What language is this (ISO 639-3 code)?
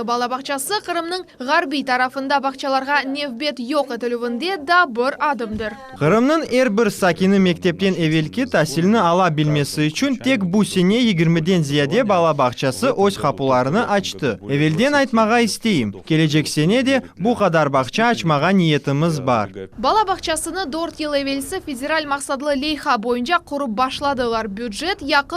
crh